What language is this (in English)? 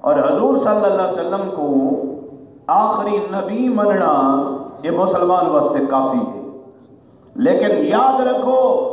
Saraiki